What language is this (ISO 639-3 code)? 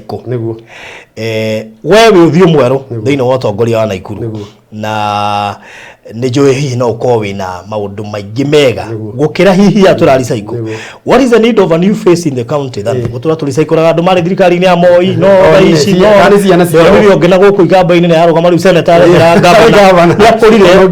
kik